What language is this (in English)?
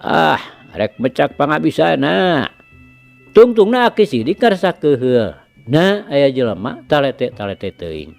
Sundanese